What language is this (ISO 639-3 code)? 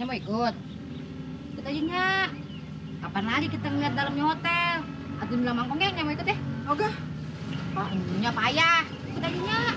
bew